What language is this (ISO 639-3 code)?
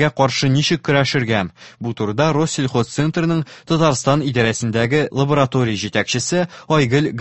tat